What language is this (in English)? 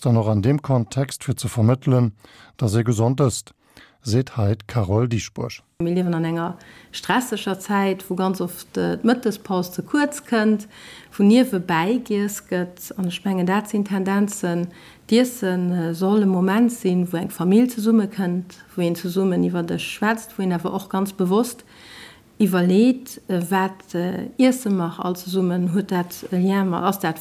Luxembourgish